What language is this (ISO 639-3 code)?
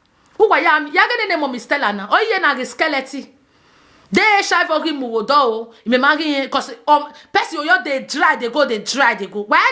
pcm